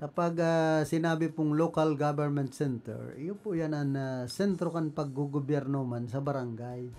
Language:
Bikol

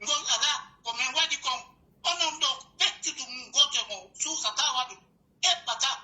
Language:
Pular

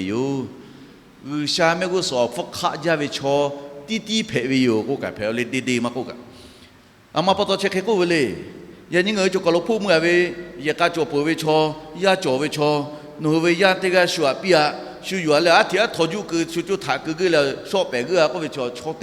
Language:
Lahu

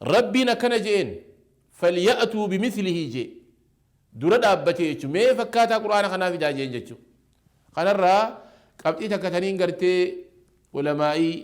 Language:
Oromo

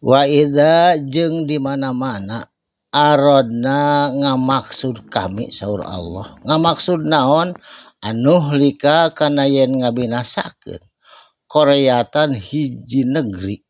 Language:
Sundanese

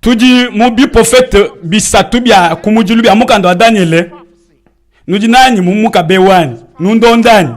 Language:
Luba-Lulua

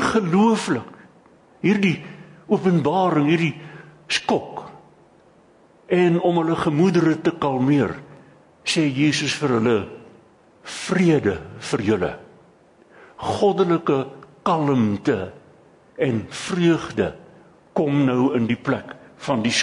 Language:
Afrikaans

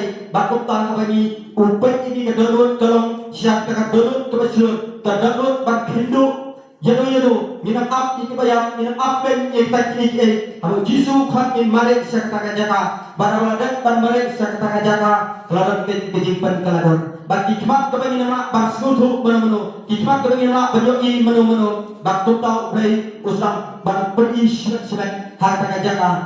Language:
Khasi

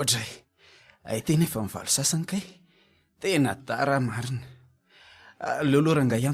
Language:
Malagasy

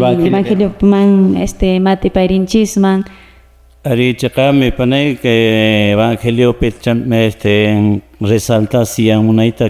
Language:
Quechua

